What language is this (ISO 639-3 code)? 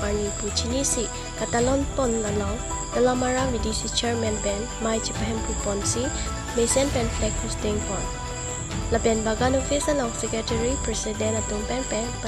mjw